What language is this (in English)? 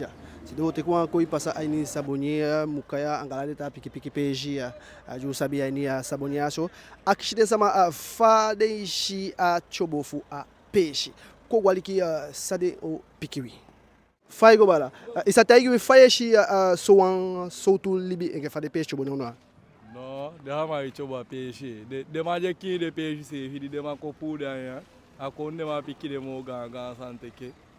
Eastern Maroon Creole